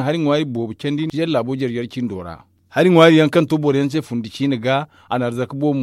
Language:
Zarma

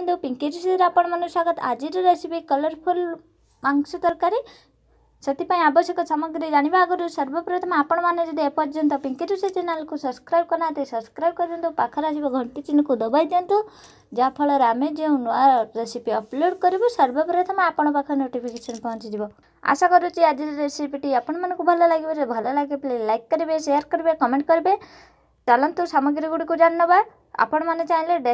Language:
Odia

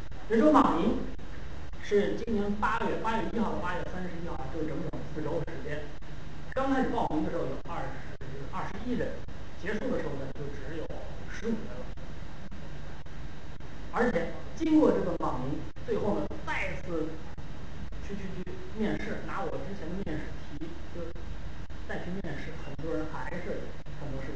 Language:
Chinese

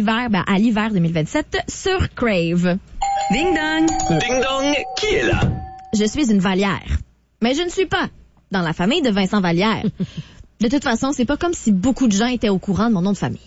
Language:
French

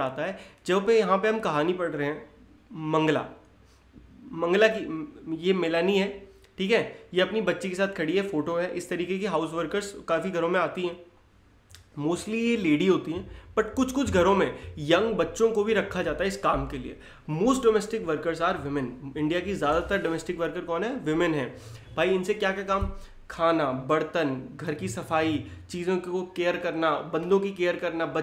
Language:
Hindi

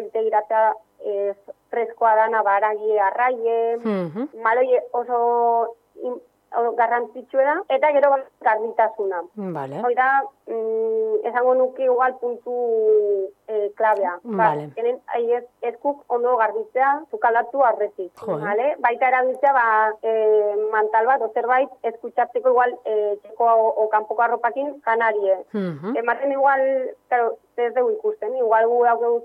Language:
Basque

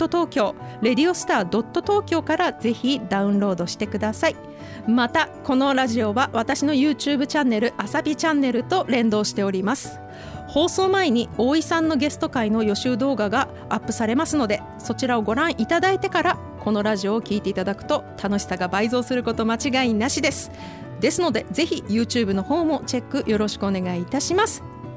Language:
Japanese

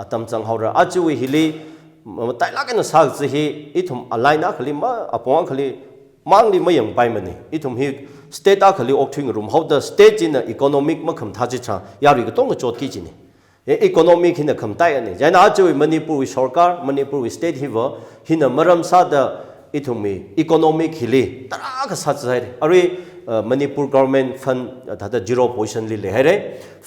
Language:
Tangkhul Naga (India)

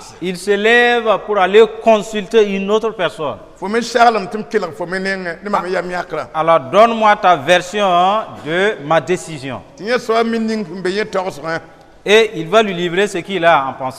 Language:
Mossi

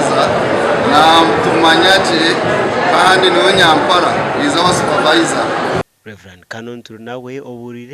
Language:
Nyankole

